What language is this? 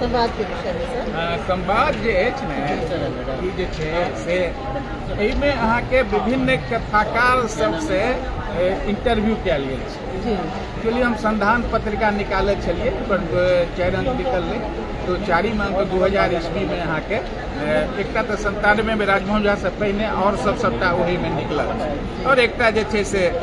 Maithili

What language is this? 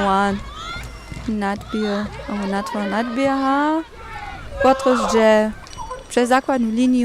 Upper Sorbian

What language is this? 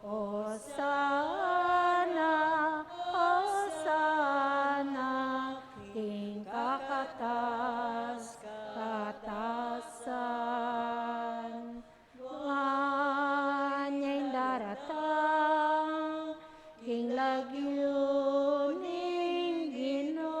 Pampanga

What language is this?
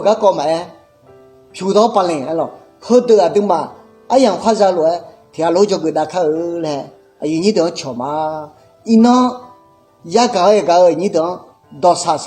Akha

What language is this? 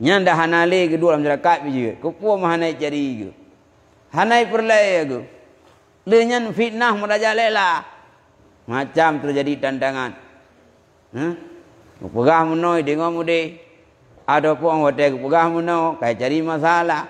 Achinese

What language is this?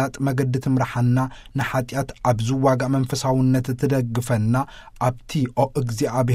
Tigrinya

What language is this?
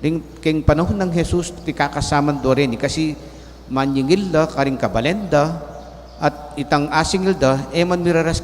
Pampanga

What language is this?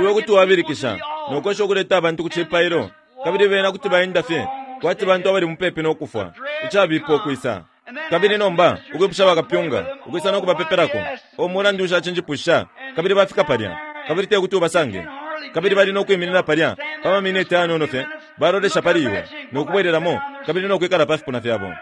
Bemba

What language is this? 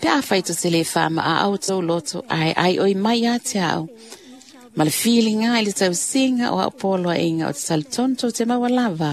Samoan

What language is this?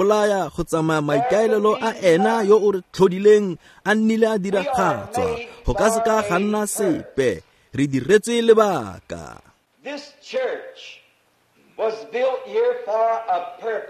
Tswana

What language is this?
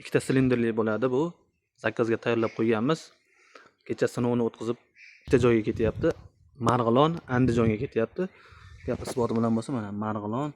Uzbek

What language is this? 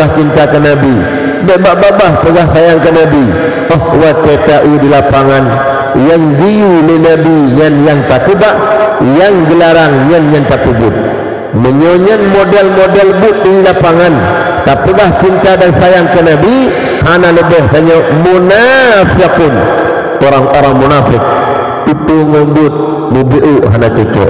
Achinese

